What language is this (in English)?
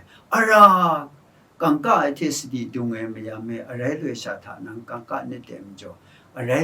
Kachin